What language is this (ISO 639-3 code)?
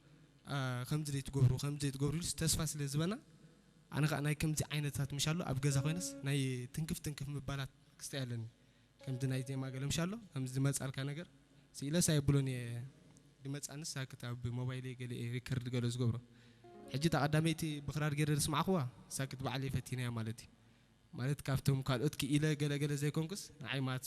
tir